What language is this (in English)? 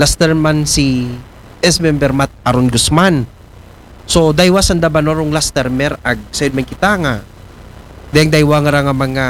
Aklanon